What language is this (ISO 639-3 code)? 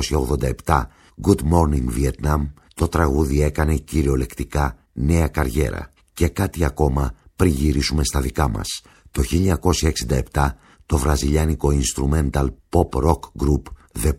ell